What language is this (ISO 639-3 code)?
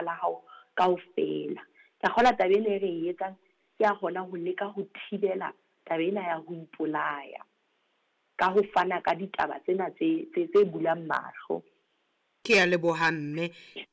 sot